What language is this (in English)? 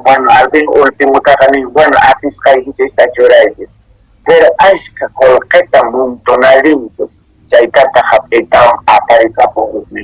Quechua